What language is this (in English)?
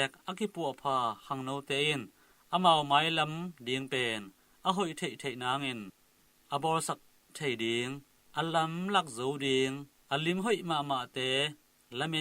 Tedim Chin